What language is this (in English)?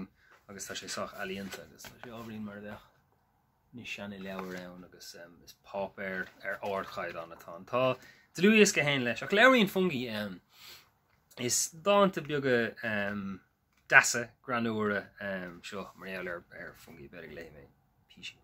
Irish